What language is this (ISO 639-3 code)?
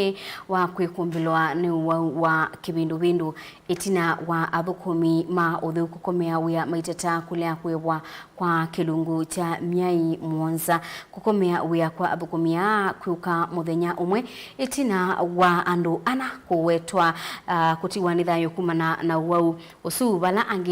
kam